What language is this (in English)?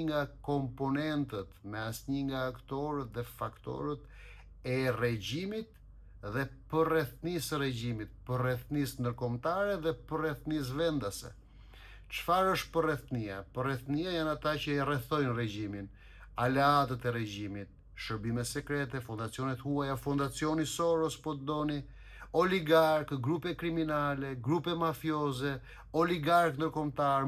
Albanian